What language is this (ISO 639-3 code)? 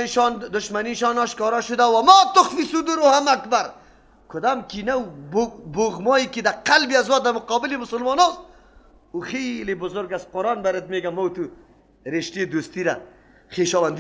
fas